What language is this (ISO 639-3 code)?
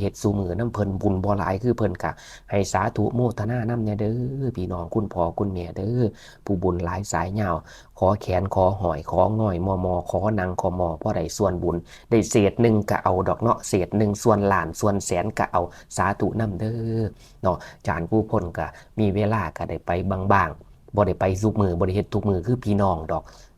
tts